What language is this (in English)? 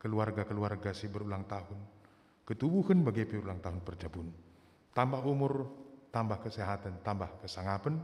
Batak Karo